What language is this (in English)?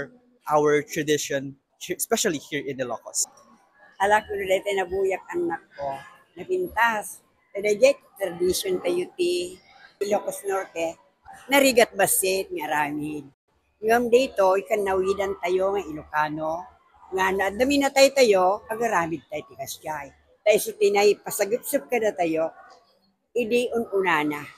Iloko